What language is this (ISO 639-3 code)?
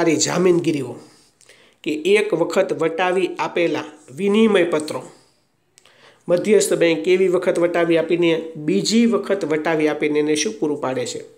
guj